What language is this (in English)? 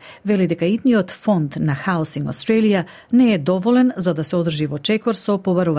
Macedonian